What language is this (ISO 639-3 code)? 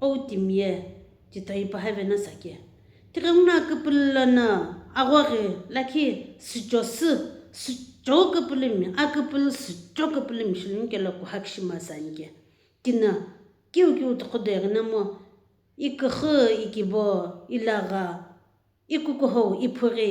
nsm